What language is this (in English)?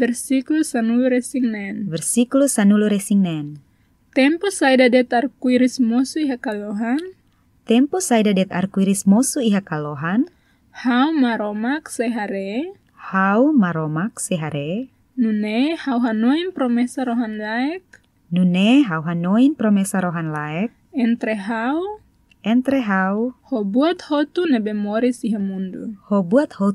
Tetum